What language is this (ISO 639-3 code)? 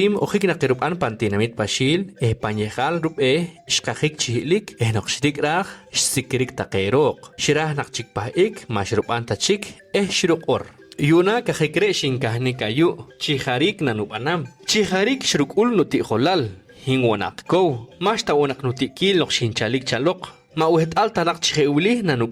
poh